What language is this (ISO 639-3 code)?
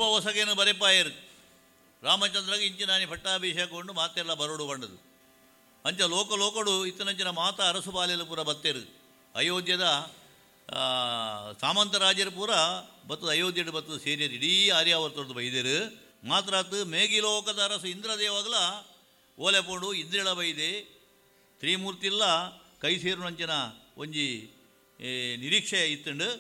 tcy